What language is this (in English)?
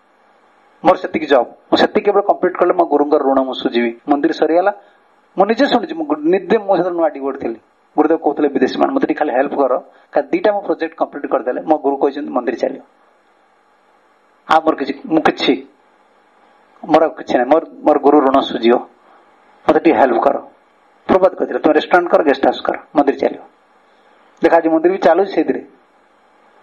Odia